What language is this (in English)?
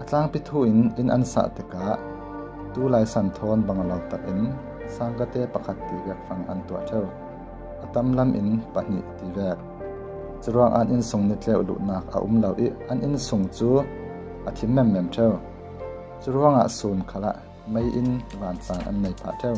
Falam Chin